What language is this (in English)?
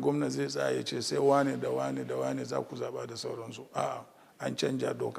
Hausa